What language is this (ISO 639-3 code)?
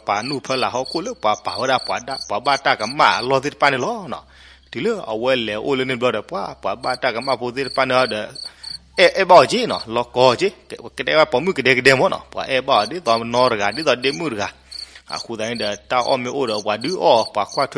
ksw